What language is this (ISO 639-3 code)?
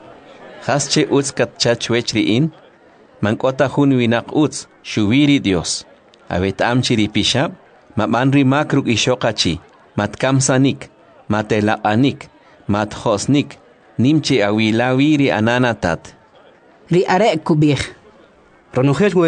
quc